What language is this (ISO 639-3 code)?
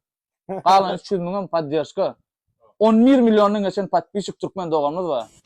tuk